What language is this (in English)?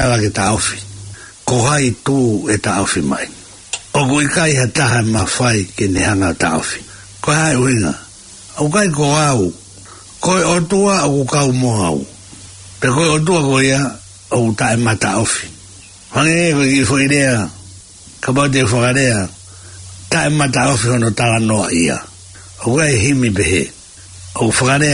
Tongan